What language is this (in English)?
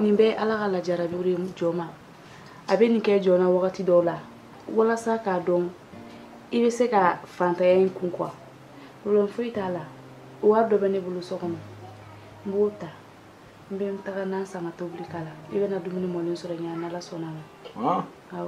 Bambara